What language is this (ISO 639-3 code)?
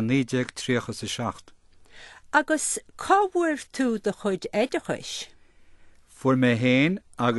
gle